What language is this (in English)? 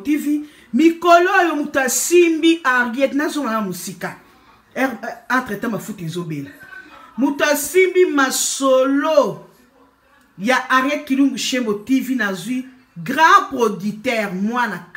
Lingala